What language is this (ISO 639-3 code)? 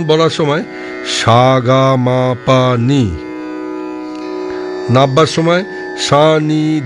ben